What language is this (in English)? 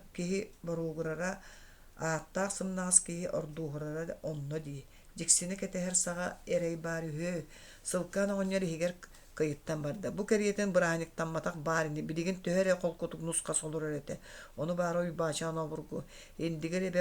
Yakut